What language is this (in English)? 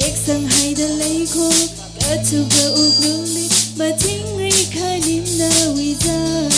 Tangkhul Naga (India)